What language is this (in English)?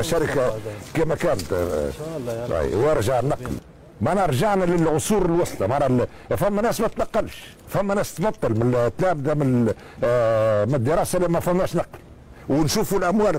Tunisian Arabic